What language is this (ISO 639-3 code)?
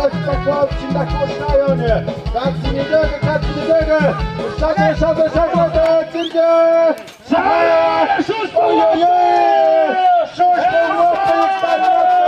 mxp